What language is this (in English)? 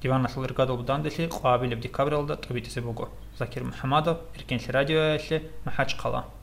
Avaric